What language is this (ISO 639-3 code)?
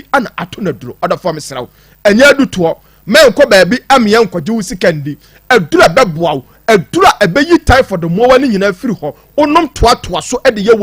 aka